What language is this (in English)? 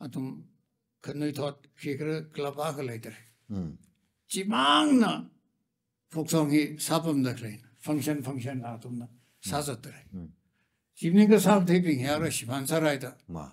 Tangkhul Naga (India)